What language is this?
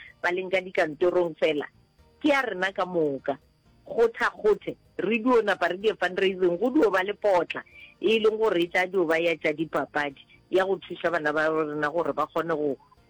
Northern Sotho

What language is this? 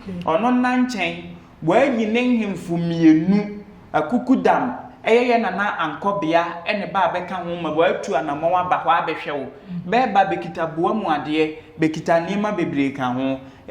Akan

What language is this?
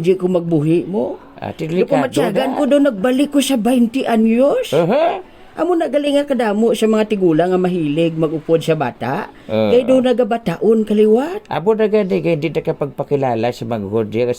Hiligaynon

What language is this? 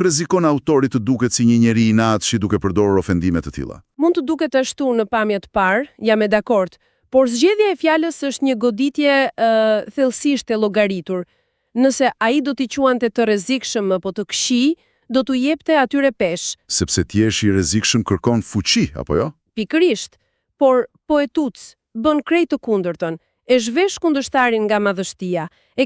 Albanian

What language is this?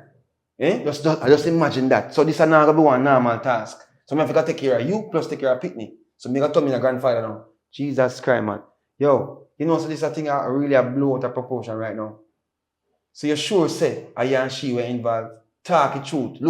Jamaican Creole English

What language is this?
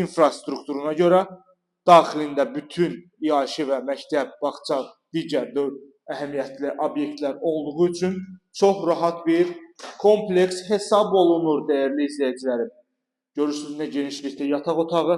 Azerbaijani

